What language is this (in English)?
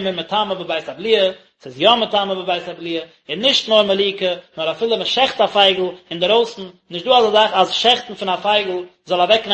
Yiddish